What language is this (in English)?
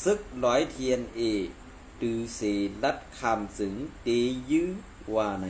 Shan